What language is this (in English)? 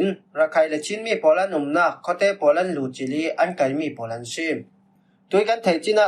Falam Chin